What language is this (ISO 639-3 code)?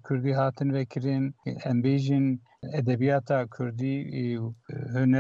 kur